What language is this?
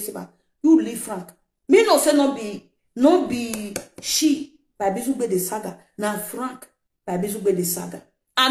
Nigerian Pidgin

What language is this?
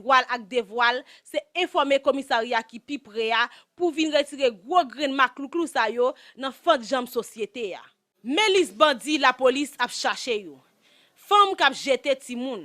Haitian Creole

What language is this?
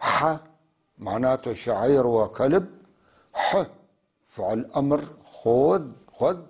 North Levantine Arabic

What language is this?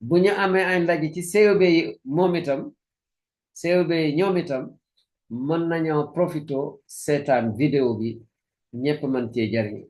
Wolof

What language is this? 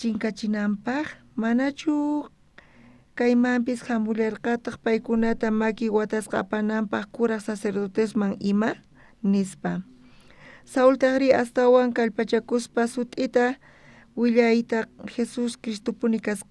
South Bolivian Quechua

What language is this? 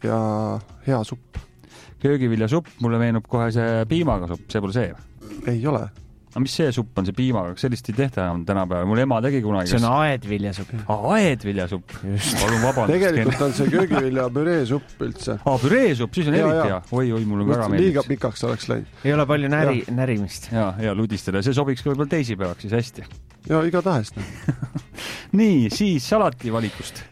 Estonian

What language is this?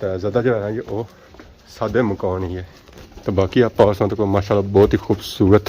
Pahari-Potwari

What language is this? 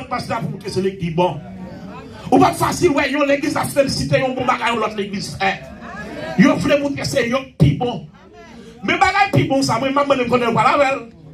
Haitian Creole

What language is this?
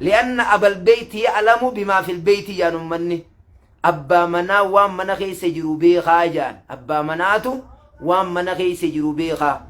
Oromo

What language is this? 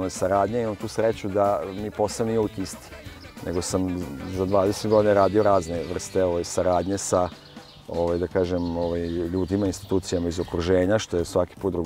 Serbian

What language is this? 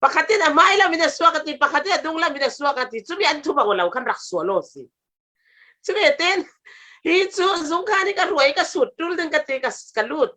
Falam Chin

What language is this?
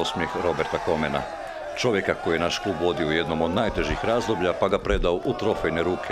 Croatian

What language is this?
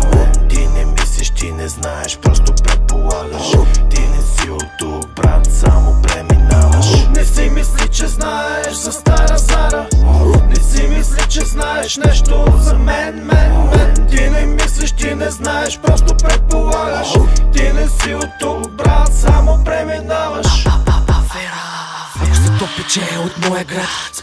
Bulgarian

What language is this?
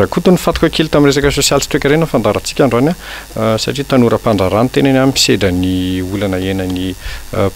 Malagasy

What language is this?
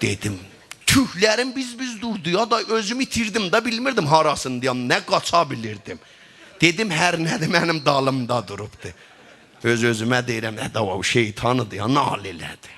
South Azerbaijani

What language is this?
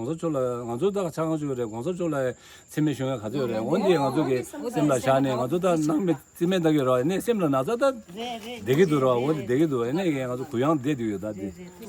Tibetan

